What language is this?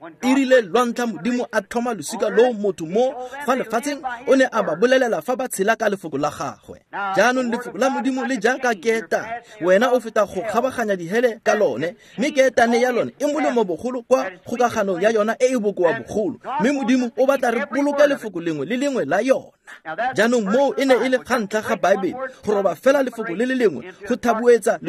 Tswana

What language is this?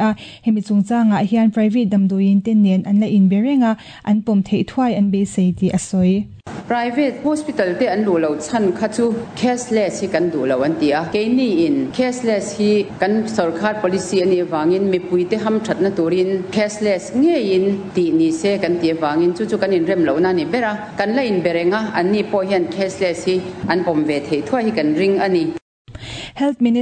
Mizo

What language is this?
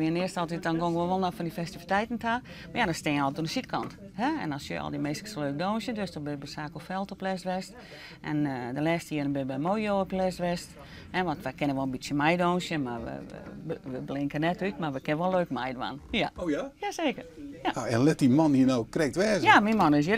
Western Frisian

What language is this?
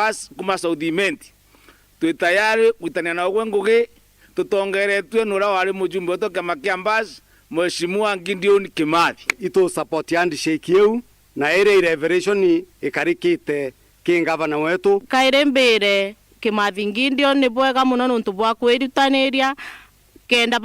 Meru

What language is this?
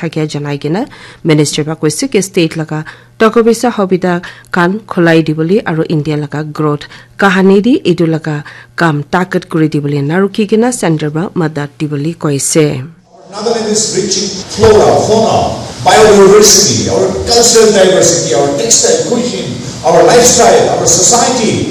Naga Pidgin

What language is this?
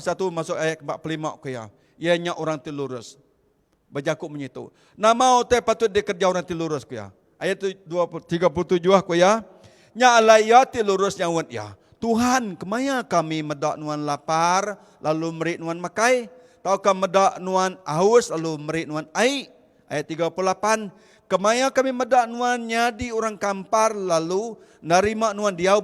Iban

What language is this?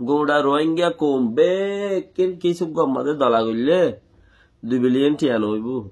Rohingya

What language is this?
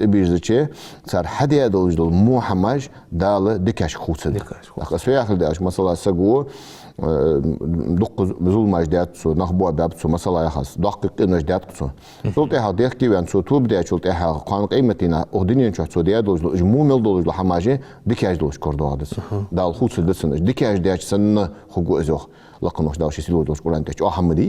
Ingush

